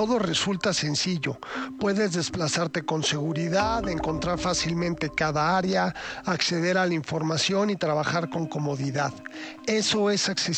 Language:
Spanish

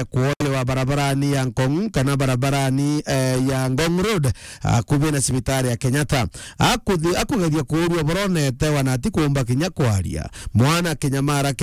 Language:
Meru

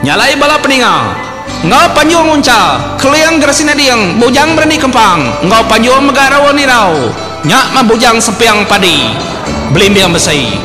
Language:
Iban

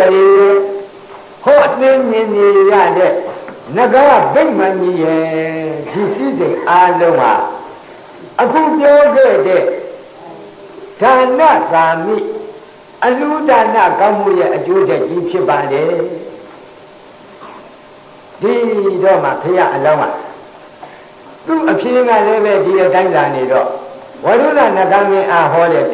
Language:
Burmese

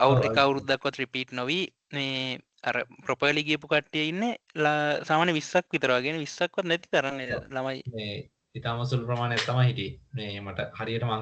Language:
Sinhala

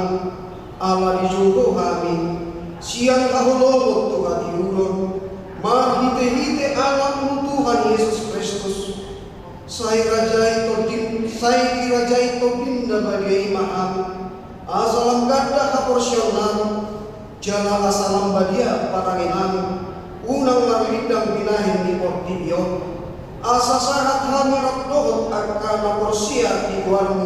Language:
Batak Toba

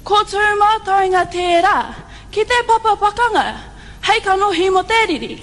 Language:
Māori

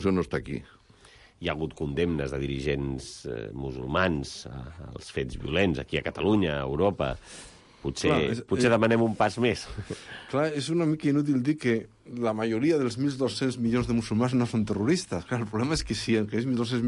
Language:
Catalan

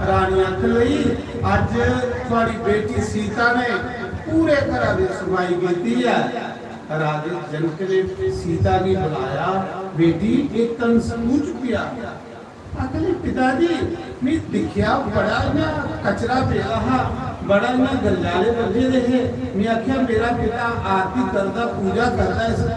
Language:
Dogri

